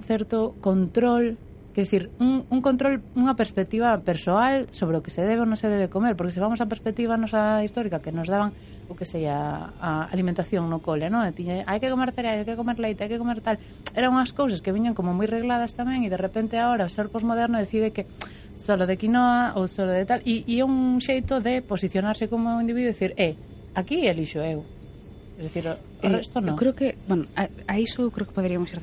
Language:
Galician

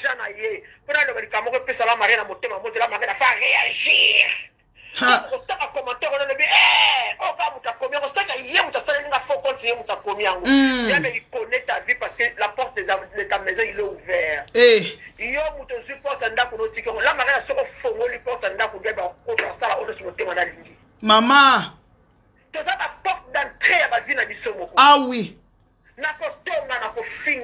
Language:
Lingala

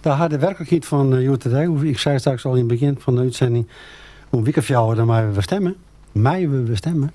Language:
Western Frisian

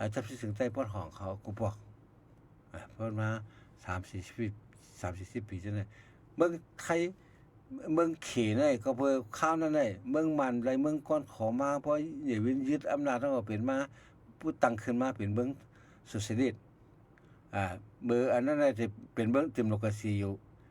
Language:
Shan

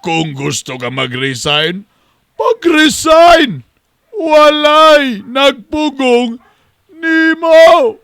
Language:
Cebuano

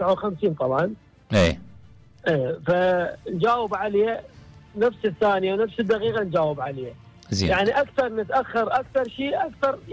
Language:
Mesopotamian Arabic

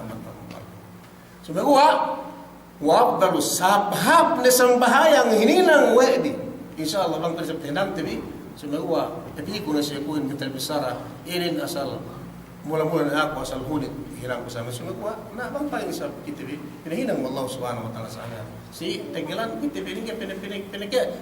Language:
Yakan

